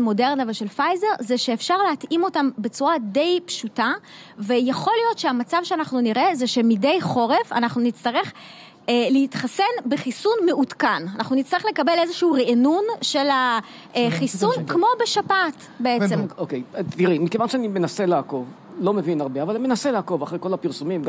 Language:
Hebrew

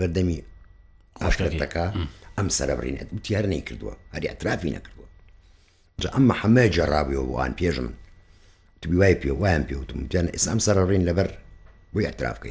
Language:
Central Kurdish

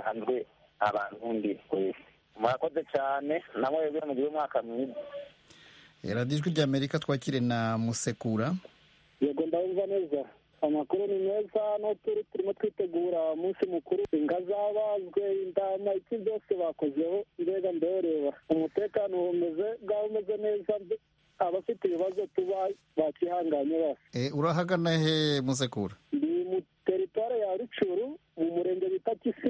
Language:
Kinyarwanda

